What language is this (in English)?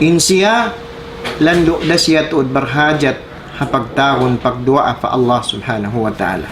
Tausug